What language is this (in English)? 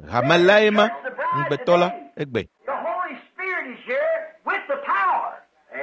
Ewe